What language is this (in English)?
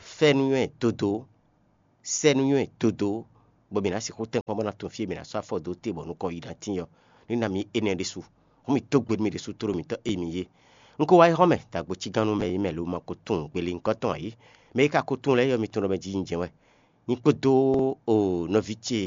Fon